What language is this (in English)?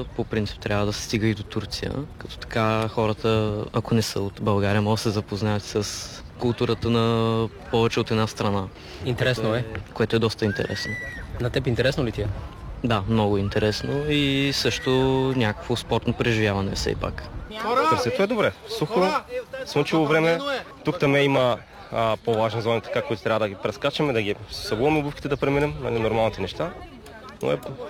Bulgarian